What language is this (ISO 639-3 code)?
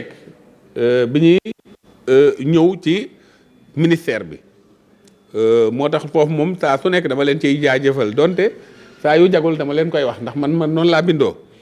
wol